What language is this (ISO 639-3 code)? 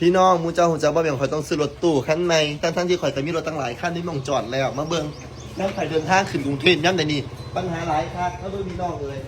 tts